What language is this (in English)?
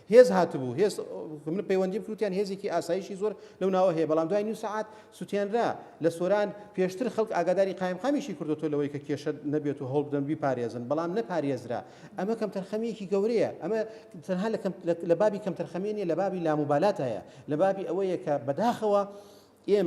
Central Kurdish